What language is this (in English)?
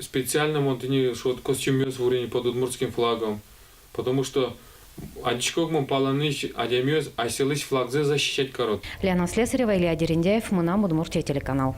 Udmurt